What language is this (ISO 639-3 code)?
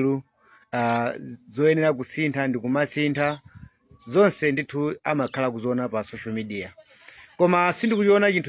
nya